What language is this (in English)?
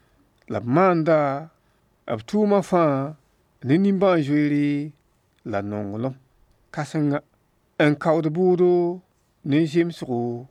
Mossi